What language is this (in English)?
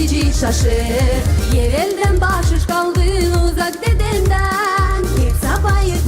Gagauz